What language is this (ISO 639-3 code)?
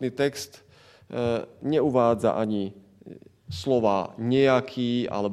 slk